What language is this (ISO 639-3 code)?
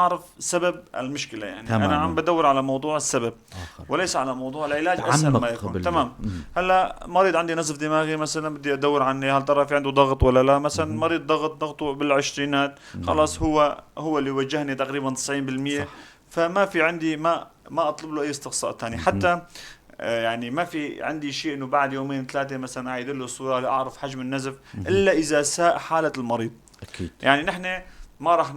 apc